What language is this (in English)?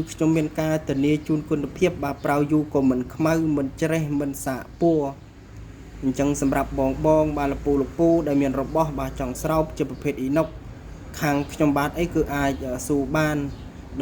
Khmer